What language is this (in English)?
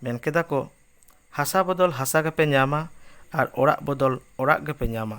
Santali